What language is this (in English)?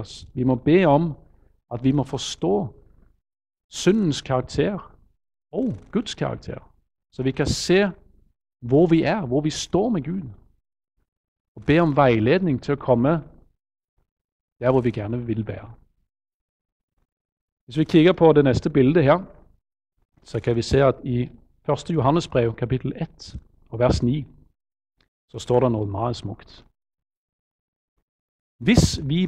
Norwegian